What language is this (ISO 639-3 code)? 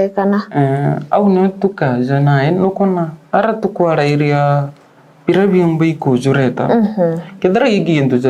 mer